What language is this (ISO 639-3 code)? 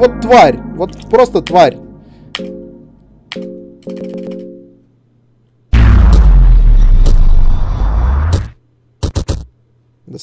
rus